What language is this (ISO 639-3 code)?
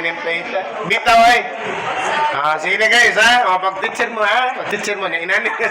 ceb